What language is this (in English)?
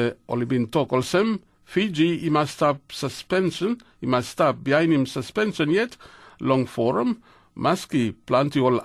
Tok Pisin